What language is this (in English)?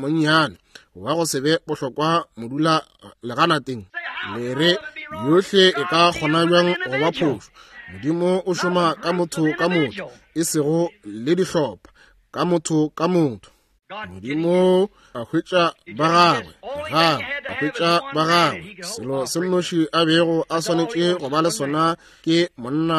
Northern Sotho